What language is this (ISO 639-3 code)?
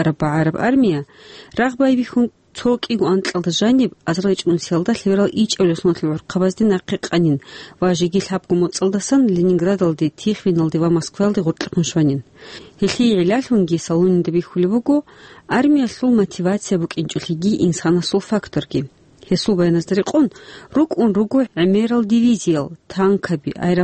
ava